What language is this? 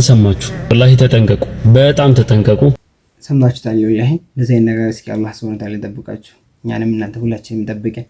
Amharic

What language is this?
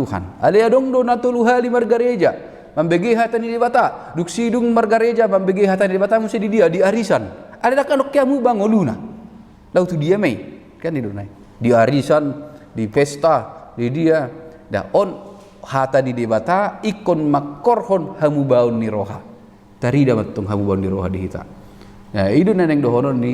Batak Toba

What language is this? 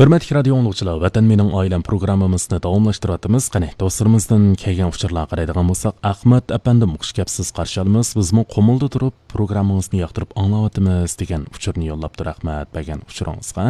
Uyghur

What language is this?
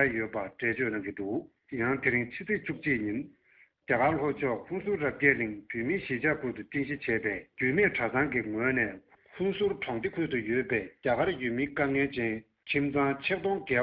Tibetan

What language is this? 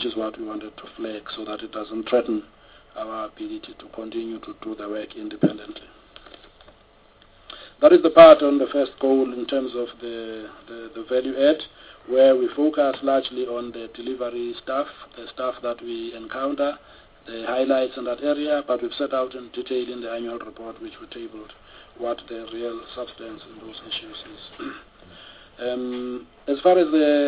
English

